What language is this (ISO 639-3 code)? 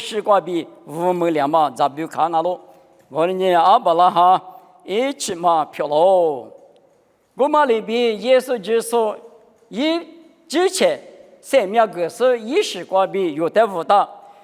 lis